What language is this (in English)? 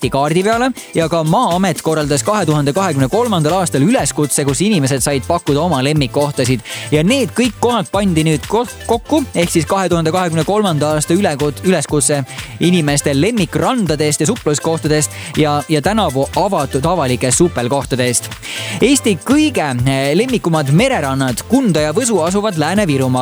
Estonian